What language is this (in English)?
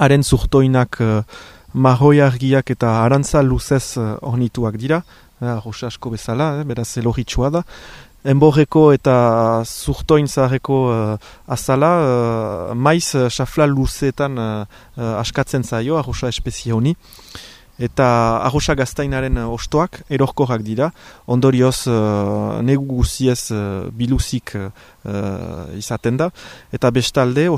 Basque